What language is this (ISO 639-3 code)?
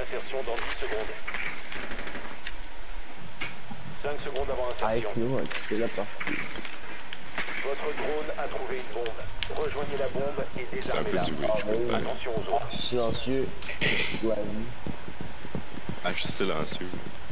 fra